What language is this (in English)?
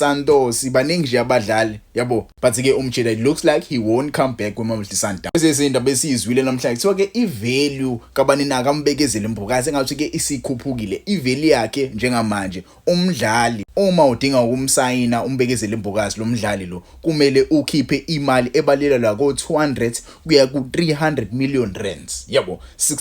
Zulu